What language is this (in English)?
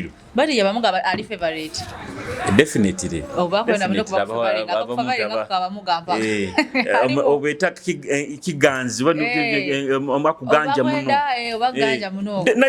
Nyoro